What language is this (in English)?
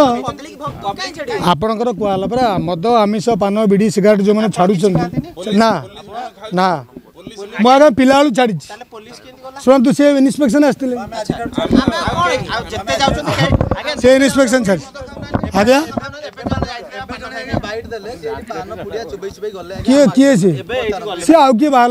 Odia